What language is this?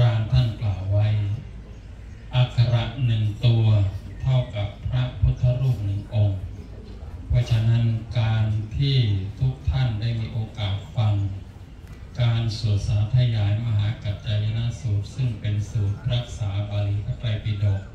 Thai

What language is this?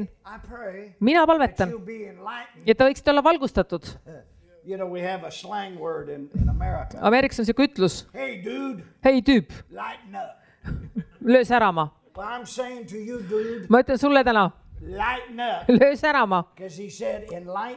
Estonian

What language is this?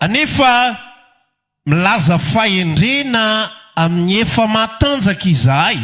Malagasy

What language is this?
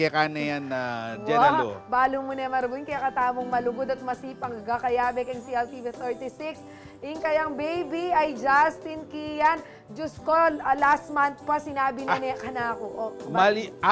Pampanga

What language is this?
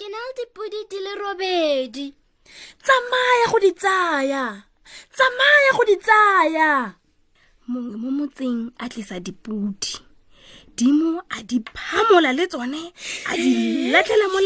Tswana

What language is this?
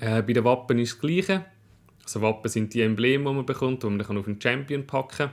Swiss German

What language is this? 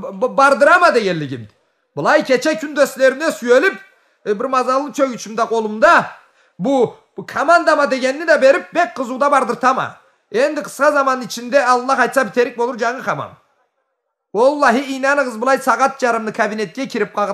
Karachay-Balkar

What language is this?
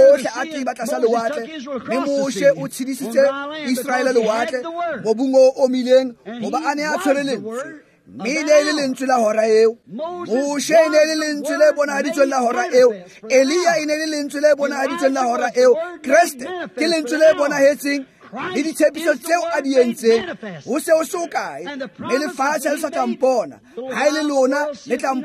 Tswana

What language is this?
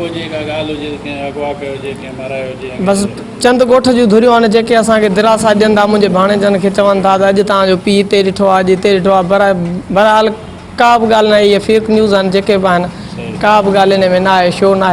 Sindhi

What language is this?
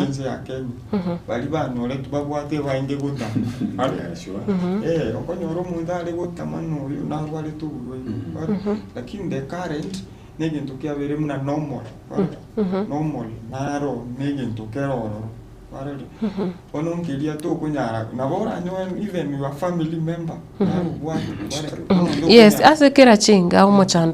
Gusii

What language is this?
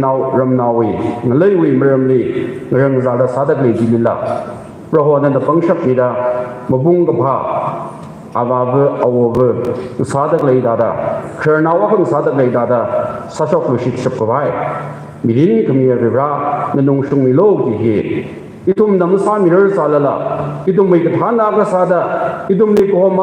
Tangkhul Naga (India)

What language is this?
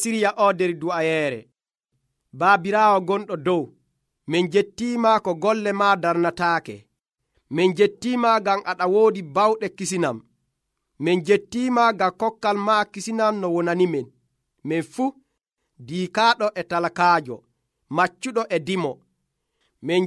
Nigerian Fulfulde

